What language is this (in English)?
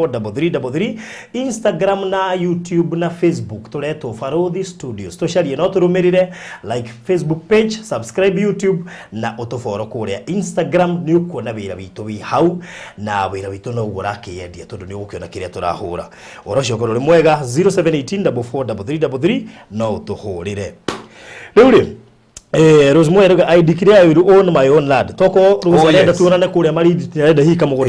Kikuyu